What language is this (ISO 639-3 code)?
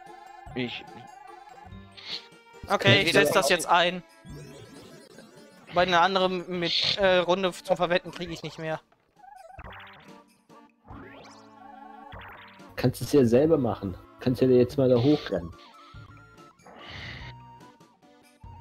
deu